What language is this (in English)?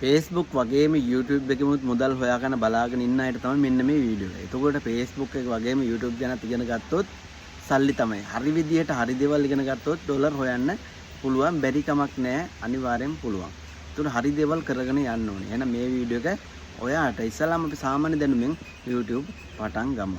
Sinhala